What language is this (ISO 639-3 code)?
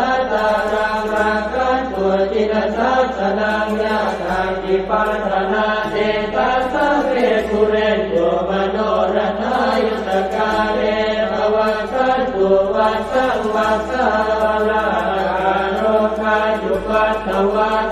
pli